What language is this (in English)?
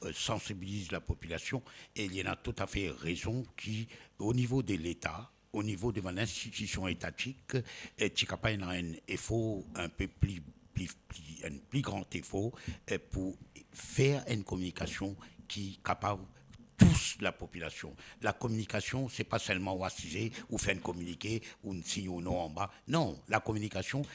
Morisyen